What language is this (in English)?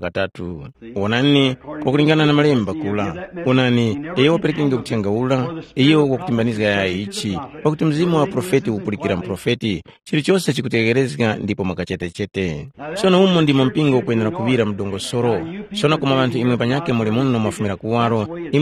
Tumbuka